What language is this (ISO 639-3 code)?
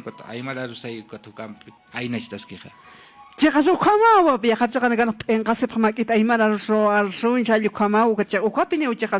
aym